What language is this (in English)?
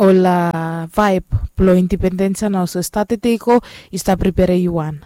Bislama